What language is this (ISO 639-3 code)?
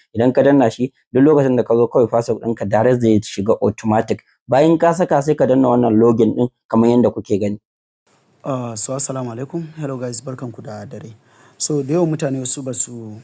hau